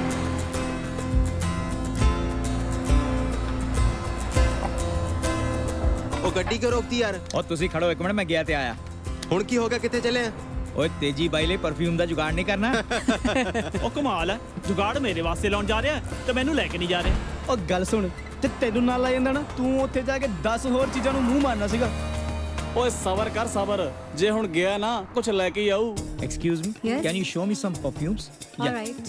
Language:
Punjabi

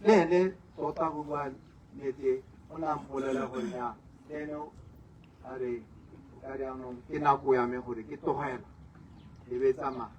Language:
Tswana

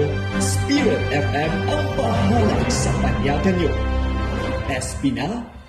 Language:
Hiligaynon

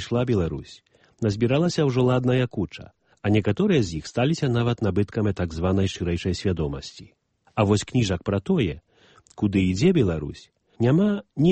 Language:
Belarusian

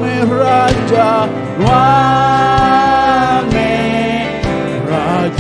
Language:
Iban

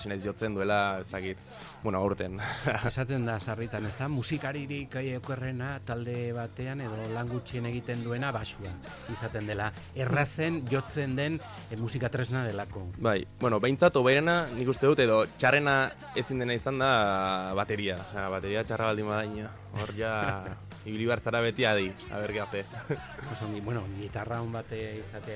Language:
Basque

